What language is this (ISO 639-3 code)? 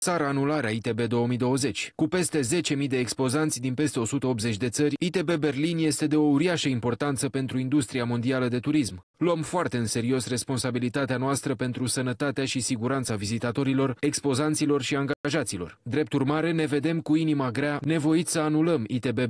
ron